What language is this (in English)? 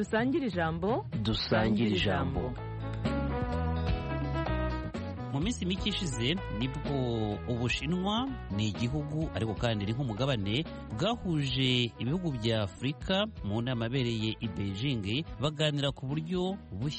Kinyarwanda